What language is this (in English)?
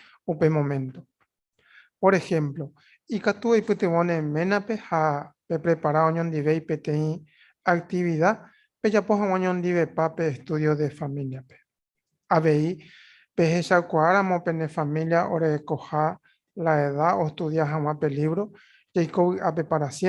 Guarani